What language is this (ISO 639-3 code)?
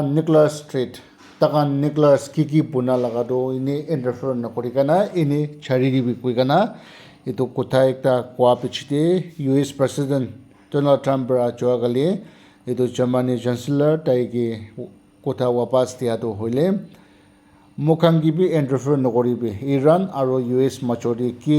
nag